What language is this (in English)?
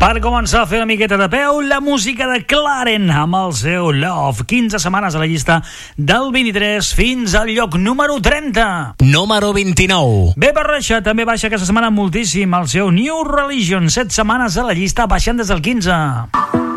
Catalan